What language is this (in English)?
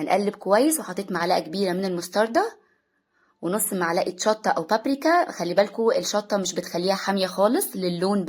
Egyptian Arabic